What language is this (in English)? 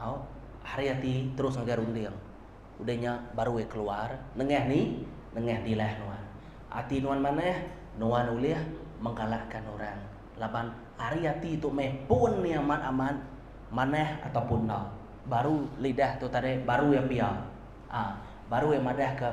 Iban